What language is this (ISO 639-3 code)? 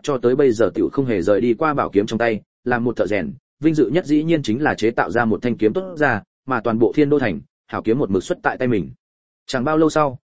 vie